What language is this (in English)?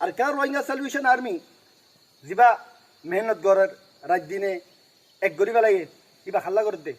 Rohingya